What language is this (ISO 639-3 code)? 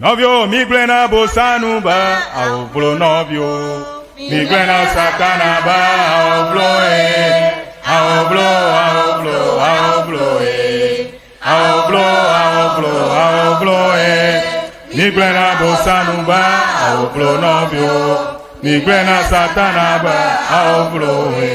ewe